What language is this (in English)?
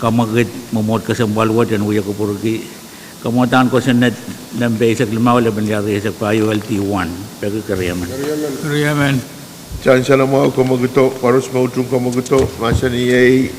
Pohnpeian